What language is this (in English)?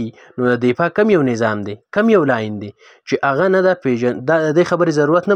Pashto